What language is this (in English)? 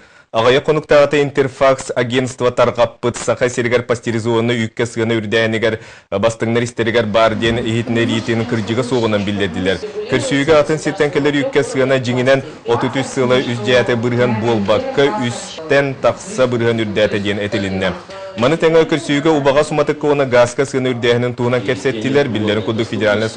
Yakut